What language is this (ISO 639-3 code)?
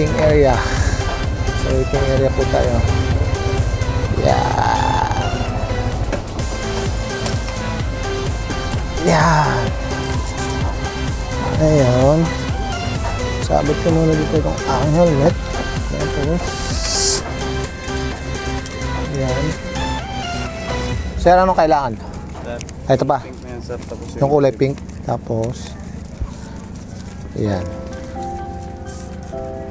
fil